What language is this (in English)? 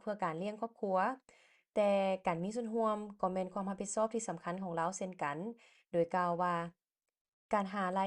Lao